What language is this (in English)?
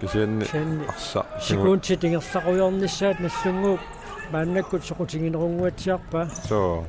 Kalaallisut